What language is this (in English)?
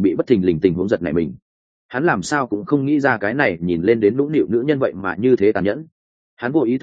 Vietnamese